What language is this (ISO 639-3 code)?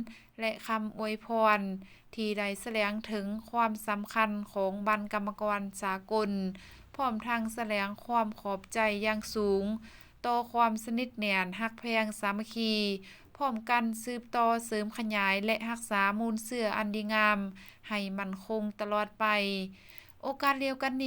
lao